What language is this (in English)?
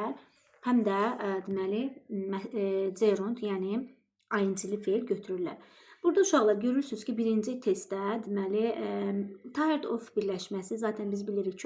Azerbaijani